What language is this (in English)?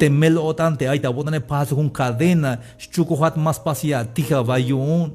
Tzeltal